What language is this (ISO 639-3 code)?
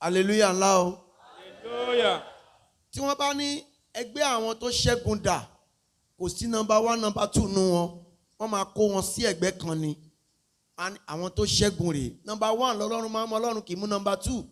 yor